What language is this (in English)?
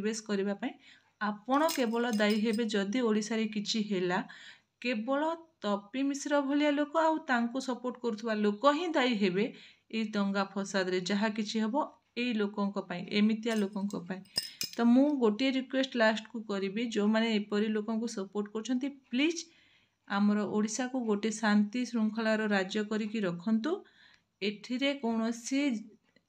Odia